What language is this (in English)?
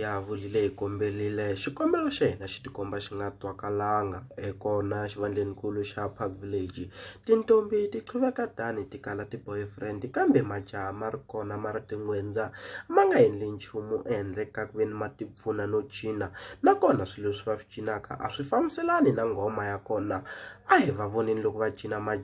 Tsonga